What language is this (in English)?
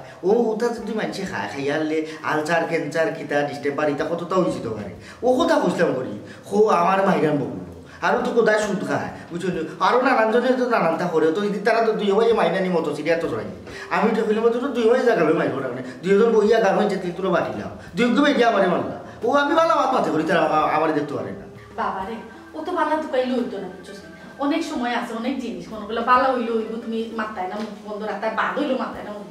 Sylheti